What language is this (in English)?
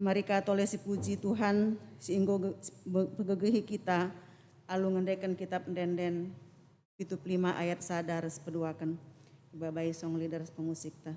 Batak Karo